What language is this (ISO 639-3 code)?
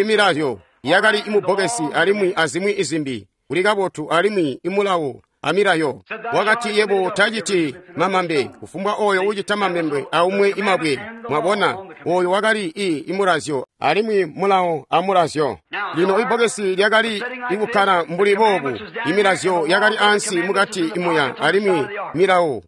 toi